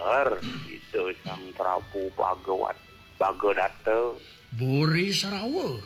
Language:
Balinese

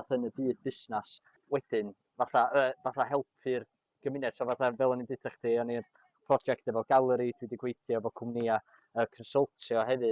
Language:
Welsh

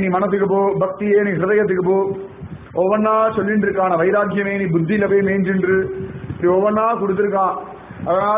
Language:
Tamil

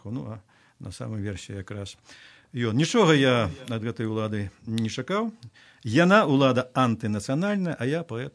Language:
Belarusian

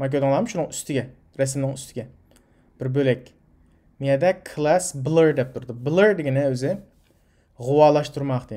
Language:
Uyghur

